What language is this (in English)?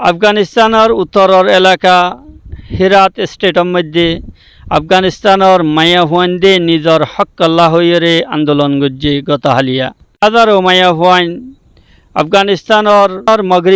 Rohingya